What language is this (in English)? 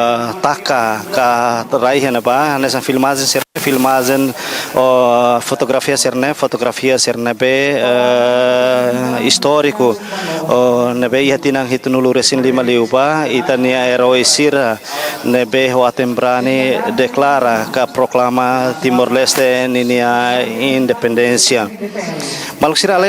Tetum